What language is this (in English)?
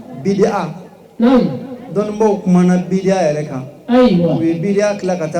Bambara